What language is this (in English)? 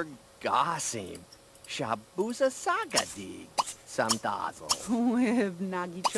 Bavarian